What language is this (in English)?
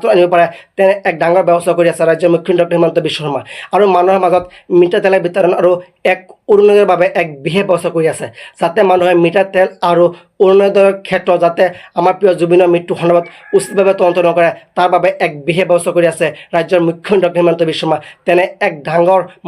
Assamese